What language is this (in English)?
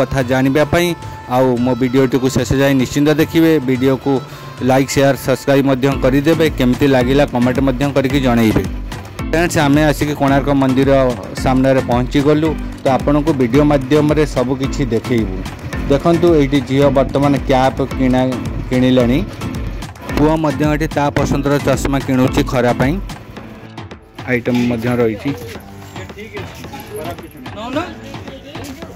Odia